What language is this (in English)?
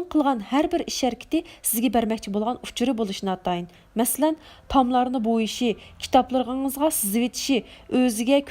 Uyghur